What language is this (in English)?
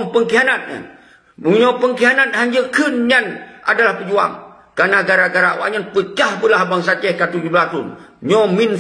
Achinese